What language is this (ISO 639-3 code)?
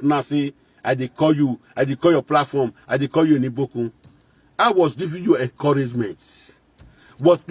pcm